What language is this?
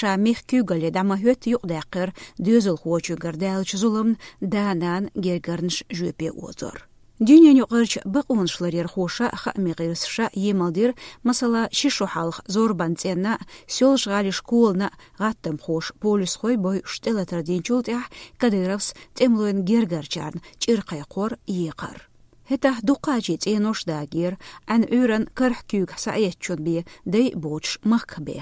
Chechen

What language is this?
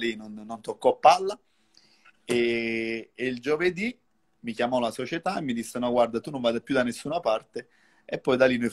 Italian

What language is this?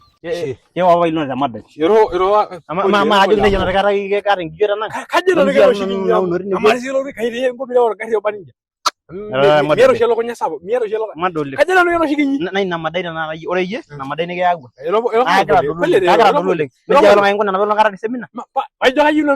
Masai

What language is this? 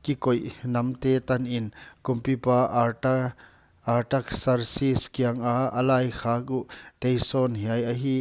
Paite Chin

